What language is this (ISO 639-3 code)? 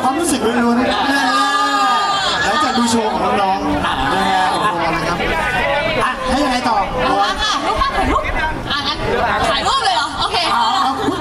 tha